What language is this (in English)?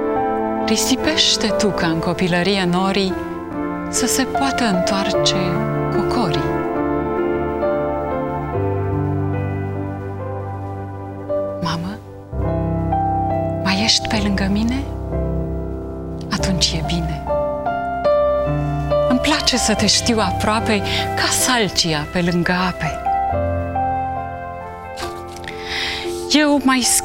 Romanian